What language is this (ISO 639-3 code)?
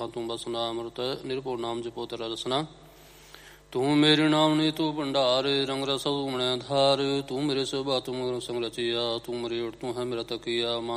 pan